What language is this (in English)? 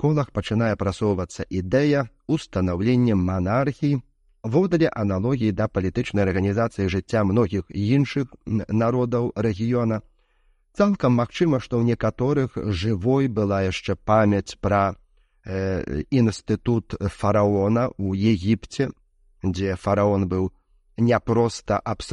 Belarusian